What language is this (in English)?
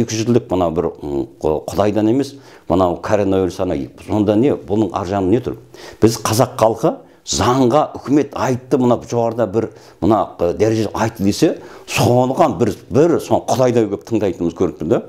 Kazakh